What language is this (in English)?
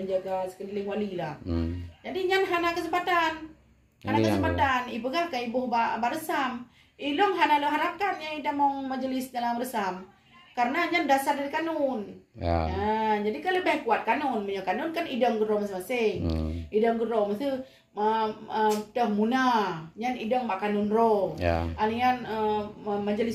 Achinese